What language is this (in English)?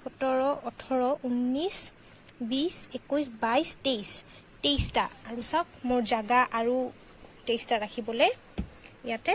Assamese